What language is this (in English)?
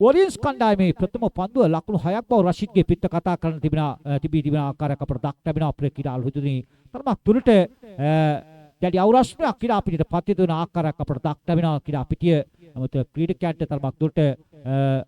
Sinhala